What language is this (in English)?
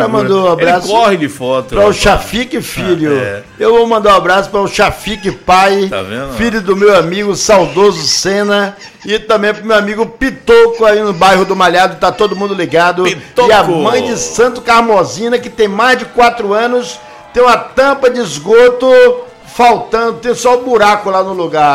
Portuguese